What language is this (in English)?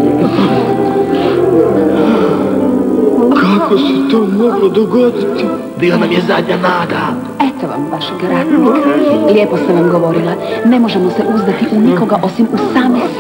Croatian